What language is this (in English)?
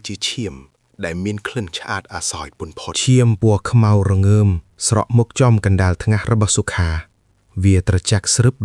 Khmer